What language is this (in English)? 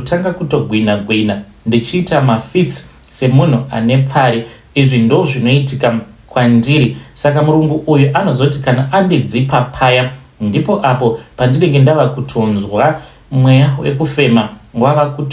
Shona